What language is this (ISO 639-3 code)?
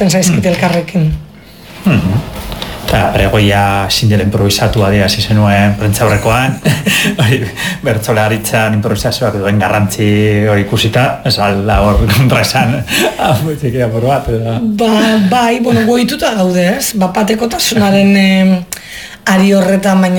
eus